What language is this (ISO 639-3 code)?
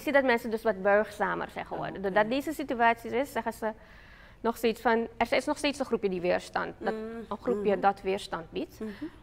nld